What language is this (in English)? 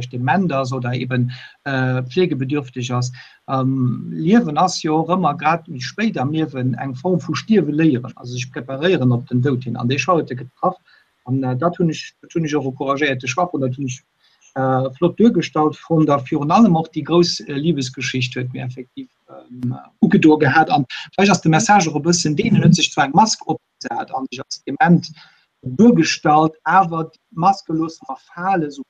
Luxembourgish